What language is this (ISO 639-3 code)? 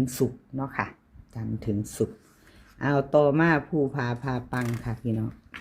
tts